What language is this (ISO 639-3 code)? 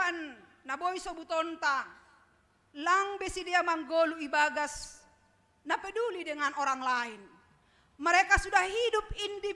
bts